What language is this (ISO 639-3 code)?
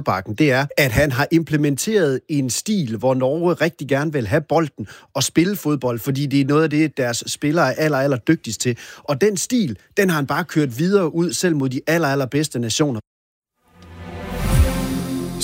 dan